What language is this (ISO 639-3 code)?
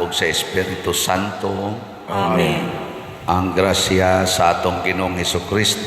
ceb